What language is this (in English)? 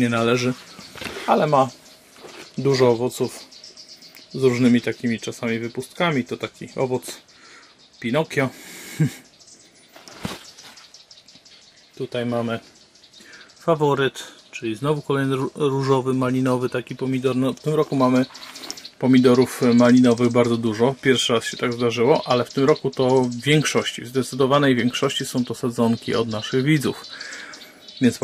Polish